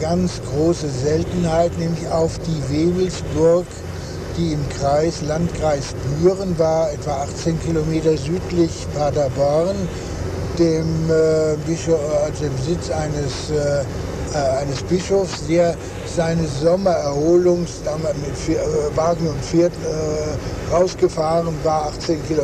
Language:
German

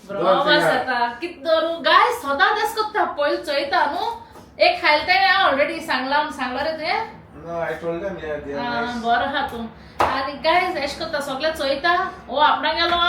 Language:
Konkani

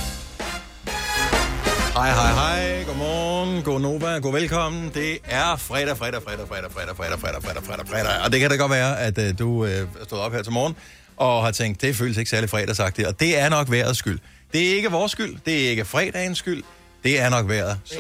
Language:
Danish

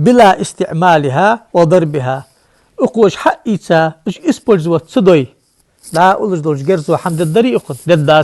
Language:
Ingush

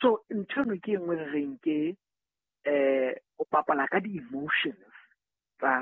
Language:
Southern Sotho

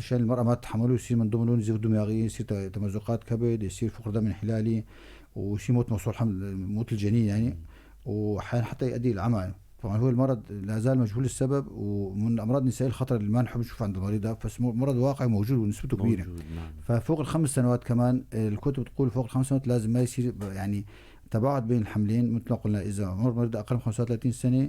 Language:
North Levantine Arabic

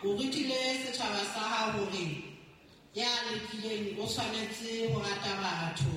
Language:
Southern Sotho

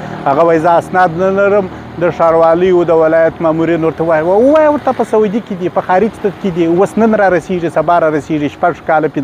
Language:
Pashto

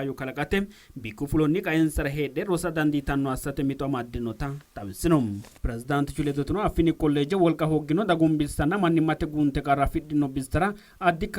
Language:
Sidamo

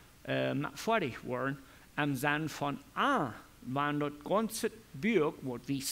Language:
Plautdietsch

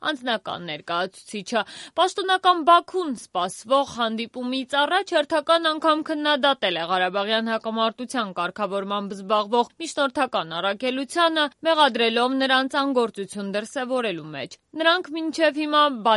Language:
Armenian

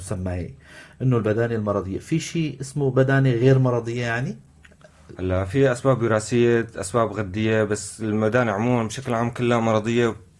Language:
North Levantine Arabic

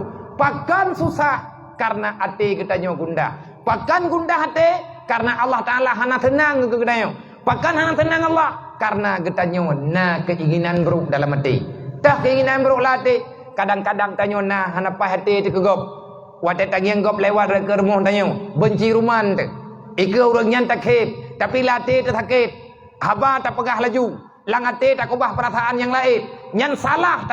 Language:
Achinese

